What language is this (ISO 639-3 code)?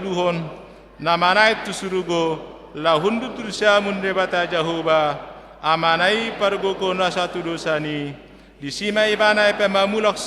bbc